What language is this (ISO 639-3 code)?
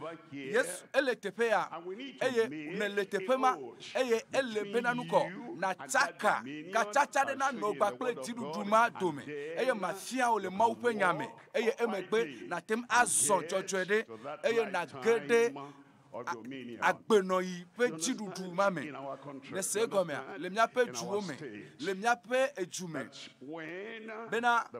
ewe